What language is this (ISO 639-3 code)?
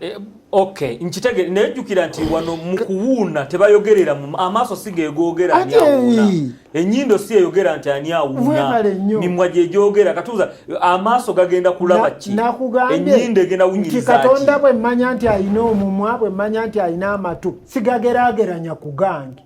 lug